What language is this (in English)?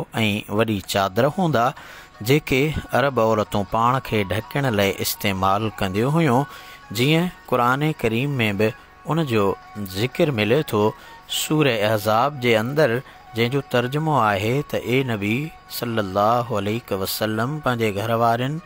Sindhi